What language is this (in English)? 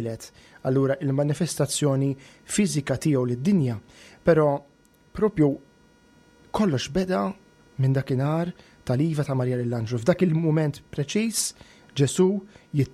Maltese